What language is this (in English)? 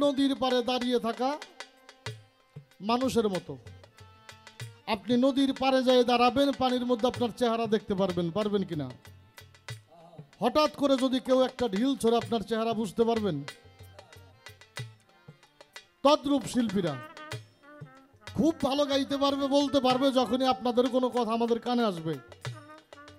Bangla